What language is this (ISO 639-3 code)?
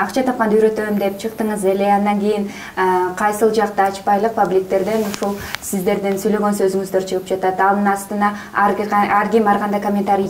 kir